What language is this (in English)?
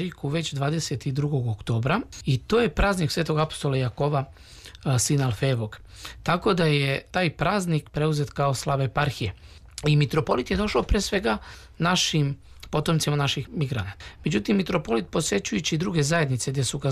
Serbian